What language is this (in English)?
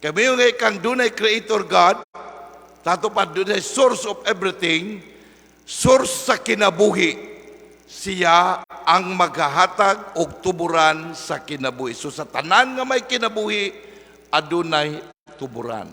Cebuano